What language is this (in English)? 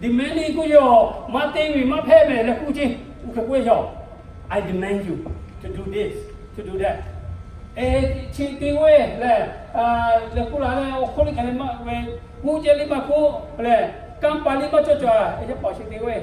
Lahu